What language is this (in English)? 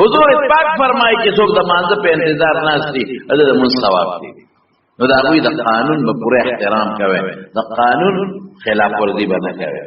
Pashto